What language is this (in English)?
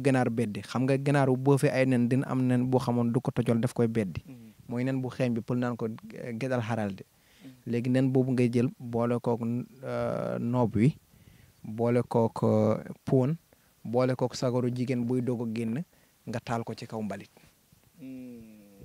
Wolof